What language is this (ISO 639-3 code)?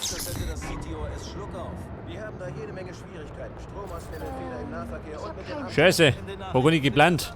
bar